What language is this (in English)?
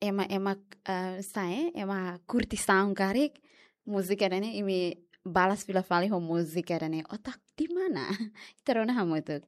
Tetum